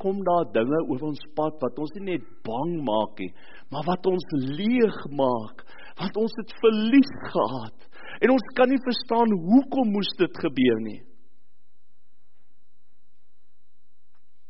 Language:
Afrikaans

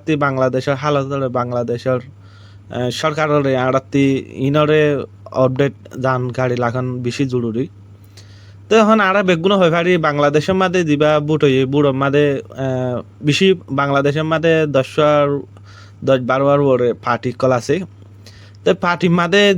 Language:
Rohingya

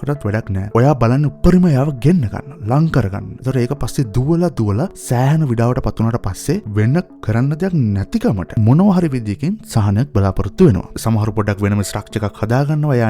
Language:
Sinhala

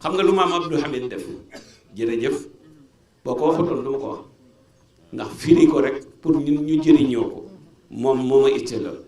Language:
Wolof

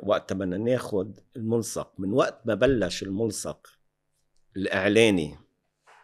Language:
North Levantine Arabic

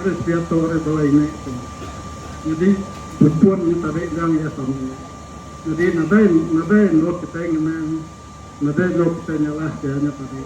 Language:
Iban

